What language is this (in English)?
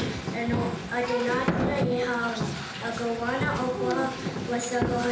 Mohawk